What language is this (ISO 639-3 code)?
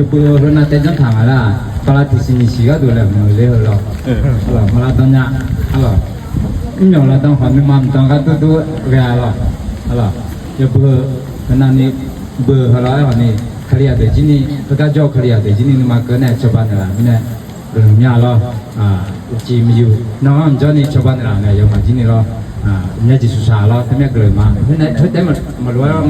ahk